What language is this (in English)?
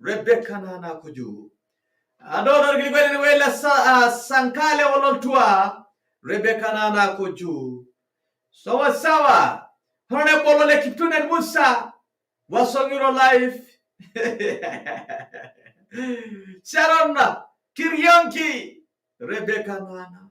Masai